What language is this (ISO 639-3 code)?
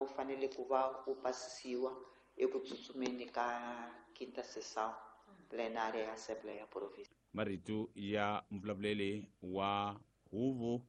tso